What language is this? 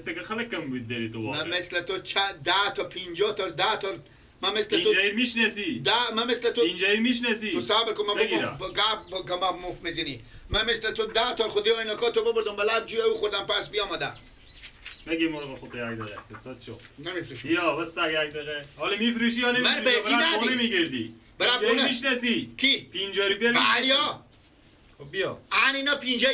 Persian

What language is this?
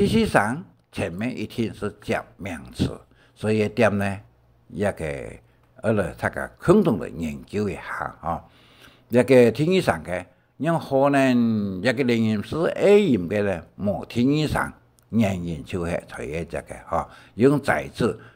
Hakka Chinese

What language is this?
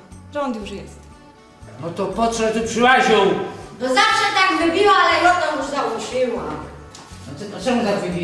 Silesian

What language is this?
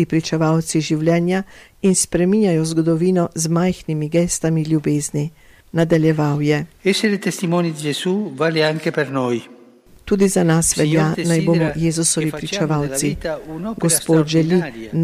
Slovenian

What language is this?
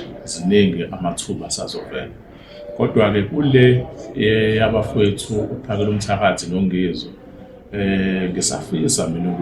Zulu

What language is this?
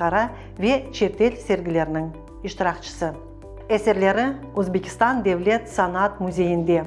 Crimean Tatar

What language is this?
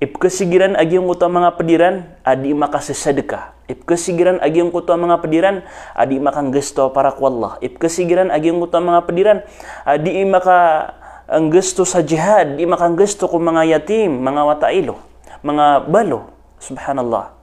Maranao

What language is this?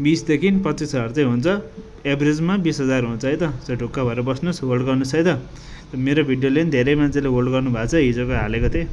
Nepali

